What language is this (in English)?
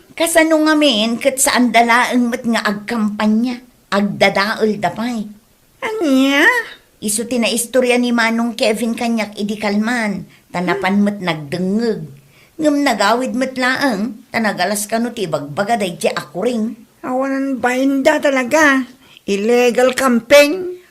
Iloko